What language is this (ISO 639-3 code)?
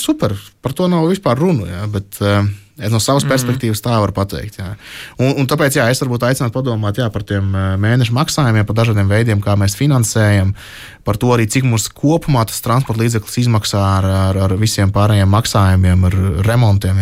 lav